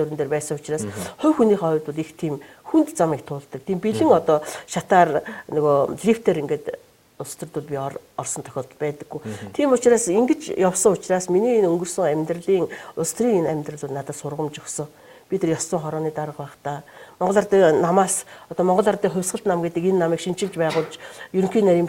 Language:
Mongolian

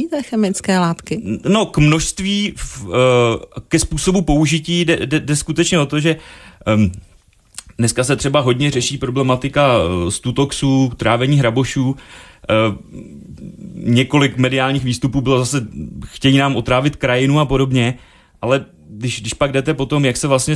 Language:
Czech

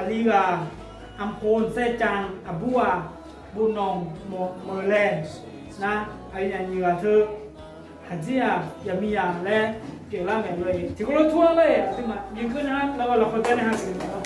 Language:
Akha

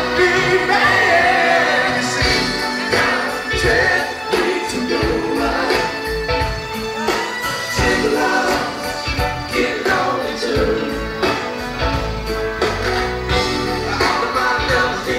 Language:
English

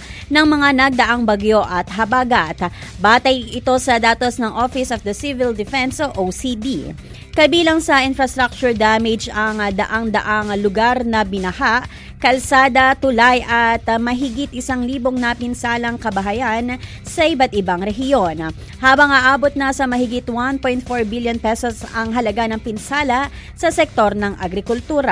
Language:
Filipino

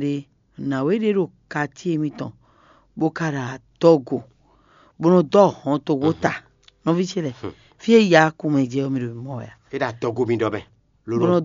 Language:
Fon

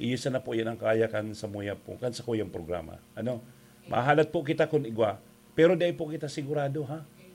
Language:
Bikol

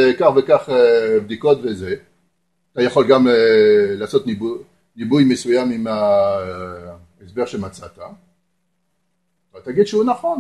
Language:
Hebrew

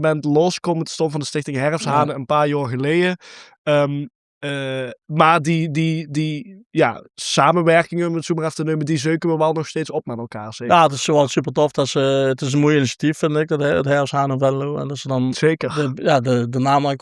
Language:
Limburgish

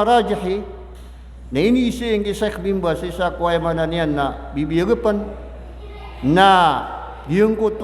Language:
Maranao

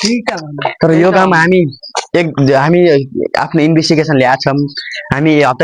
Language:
Nepali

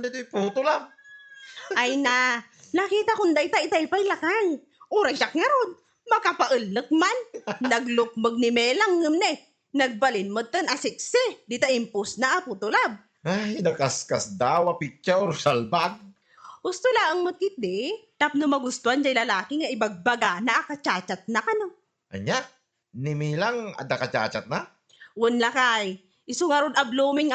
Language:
Iloko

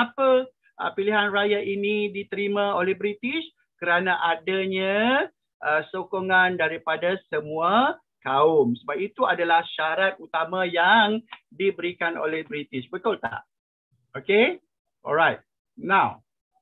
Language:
Malay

